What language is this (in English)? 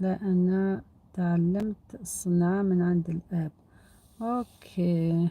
Algerian Arabic